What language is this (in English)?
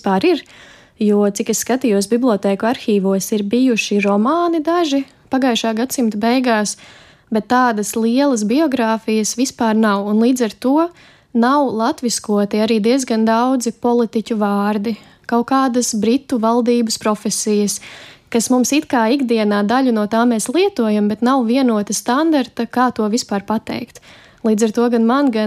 Latvian